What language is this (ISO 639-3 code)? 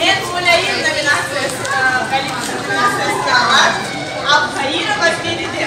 crh